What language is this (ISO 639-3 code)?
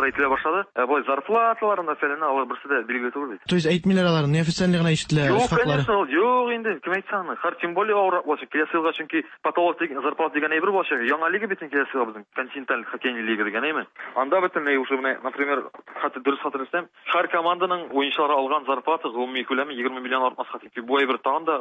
tat